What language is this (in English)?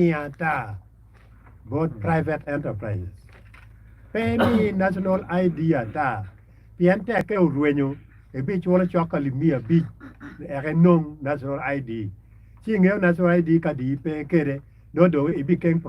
Acoli